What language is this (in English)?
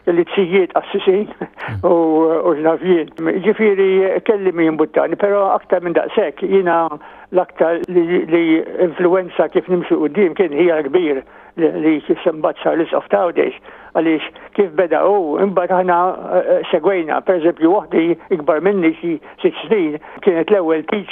Maltese